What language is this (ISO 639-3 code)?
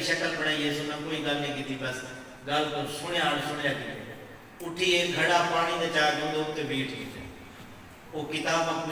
skr